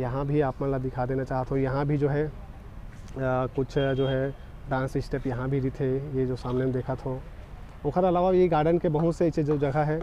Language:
Chhattisgarhi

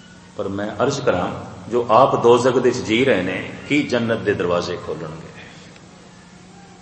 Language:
Punjabi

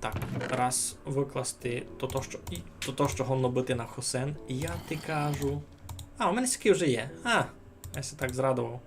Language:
Rusyn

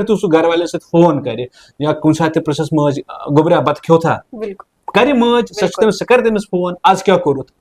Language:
Kashmiri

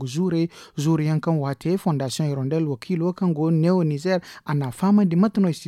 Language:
Zarma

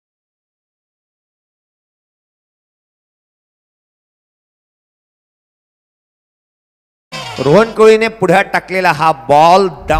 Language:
Marathi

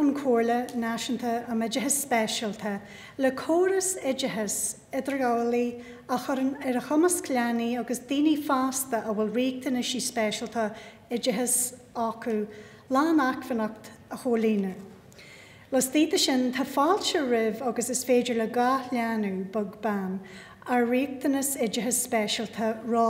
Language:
Irish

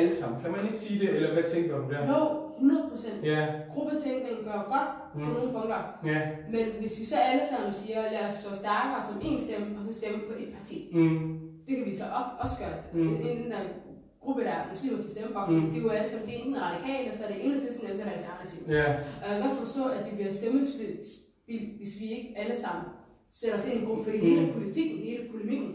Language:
Danish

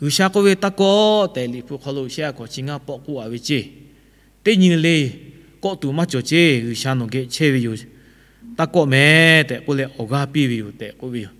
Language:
Lahu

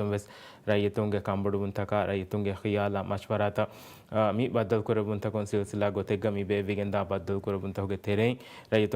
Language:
Divehi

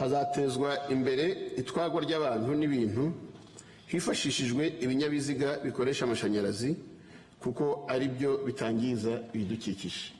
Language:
Kinyarwanda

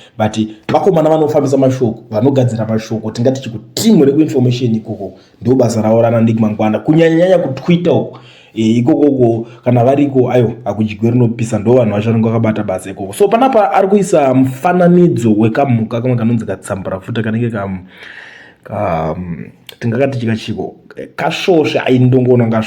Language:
Shona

